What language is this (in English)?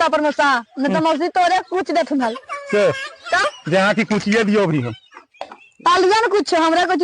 Magahi